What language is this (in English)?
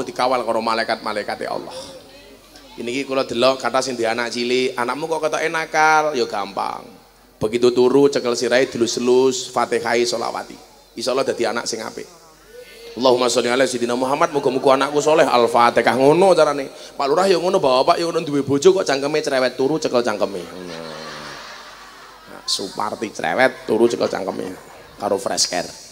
Javanese